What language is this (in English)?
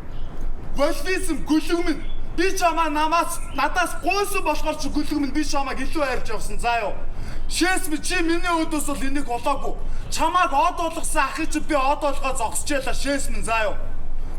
Mongolian